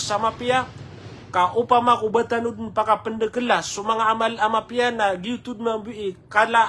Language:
Maranao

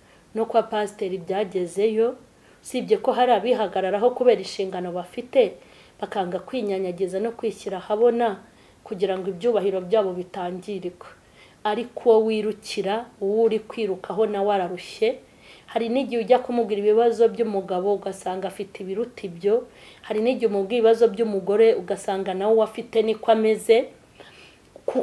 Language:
Kinyarwanda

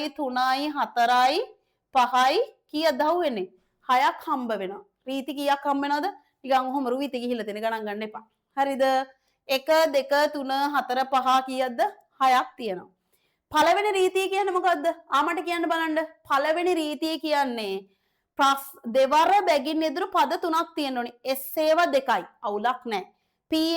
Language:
Sinhala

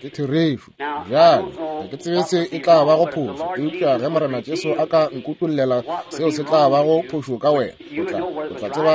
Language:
Northern Sotho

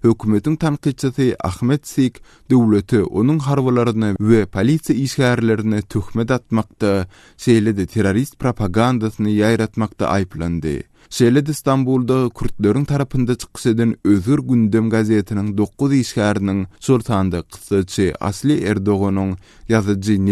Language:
Turkmen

